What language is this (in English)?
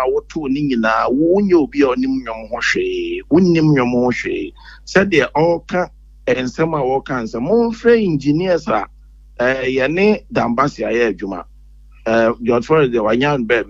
Akan